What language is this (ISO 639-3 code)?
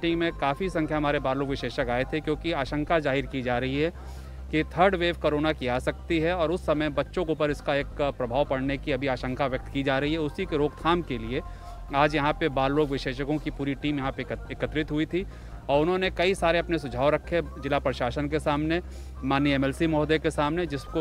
hin